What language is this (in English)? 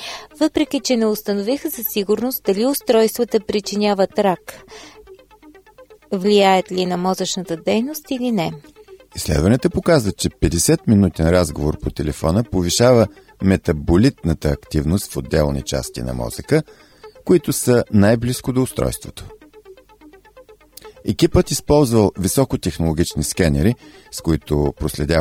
Bulgarian